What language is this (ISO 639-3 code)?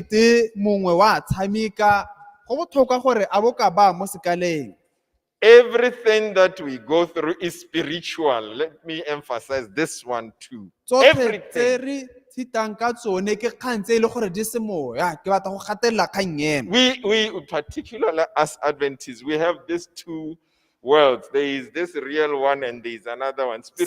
tsn